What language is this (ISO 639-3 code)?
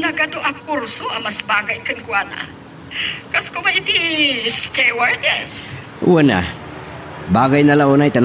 ilo